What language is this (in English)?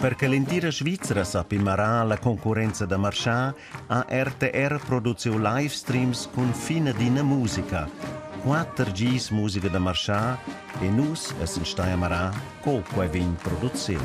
Romansh